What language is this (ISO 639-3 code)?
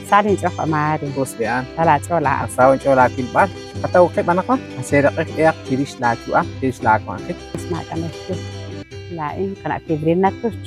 kek